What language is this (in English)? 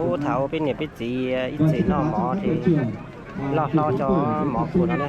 Hmong